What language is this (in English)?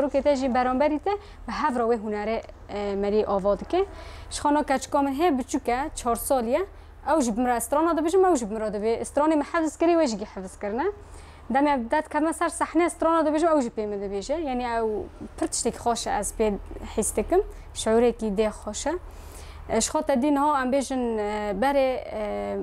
Kurdish